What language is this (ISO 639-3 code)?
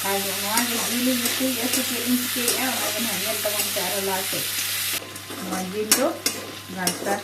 sat